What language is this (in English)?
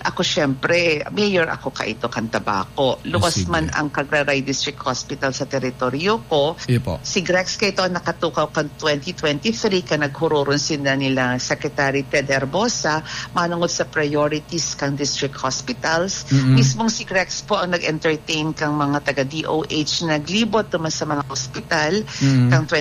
Bikol